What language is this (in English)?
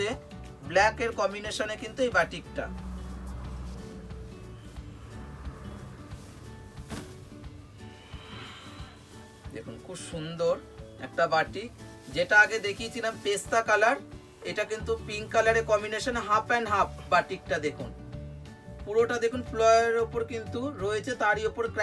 Bangla